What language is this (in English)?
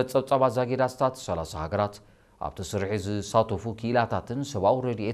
Tigrinya